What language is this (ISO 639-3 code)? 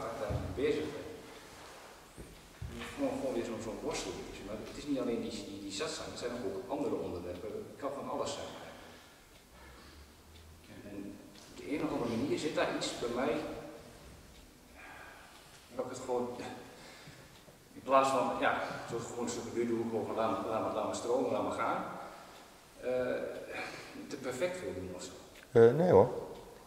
nld